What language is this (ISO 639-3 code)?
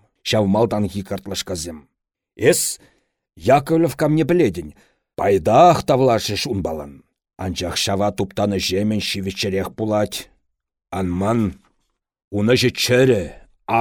chv